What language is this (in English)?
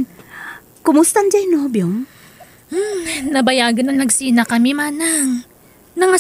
Iloko